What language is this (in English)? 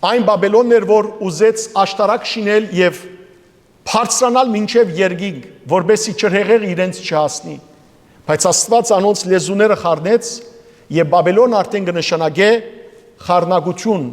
Western Armenian